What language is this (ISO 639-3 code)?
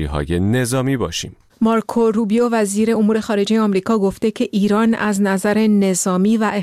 fas